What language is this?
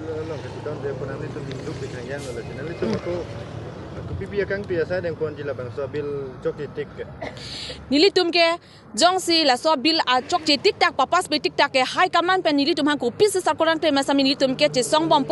Karbi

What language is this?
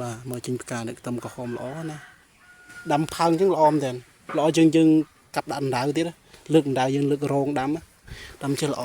Khmer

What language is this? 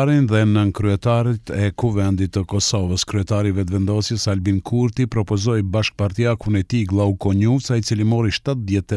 Albanian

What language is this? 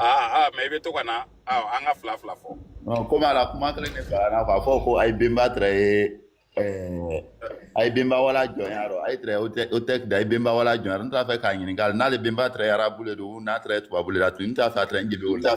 Bambara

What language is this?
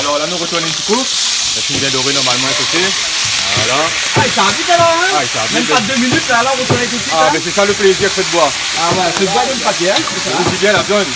Réunion Creole French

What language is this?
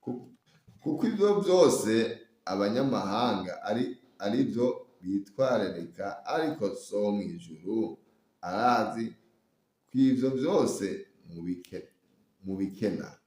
Rundi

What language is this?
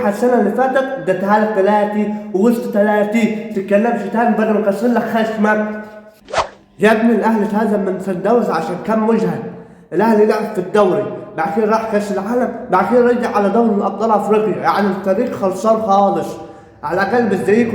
Egyptian Arabic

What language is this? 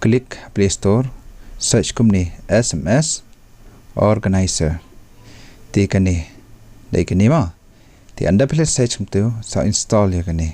Khasi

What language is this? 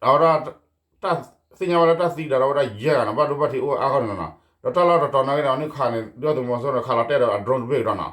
S'gaw Karen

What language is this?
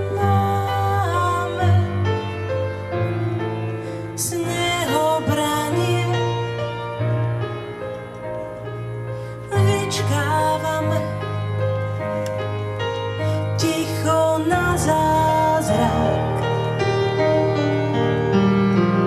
Slovak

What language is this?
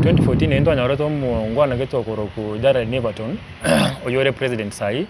Gusii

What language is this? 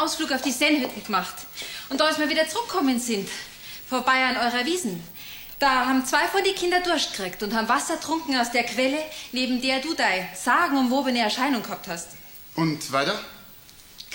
Bavarian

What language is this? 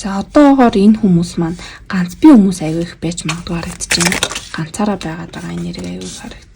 Mongolian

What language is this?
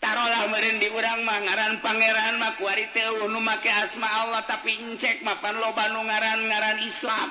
Sundanese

